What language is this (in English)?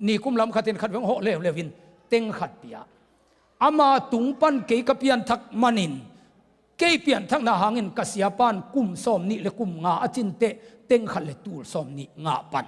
Tedim Chin